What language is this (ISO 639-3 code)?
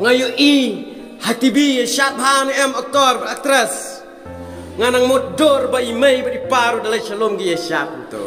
kha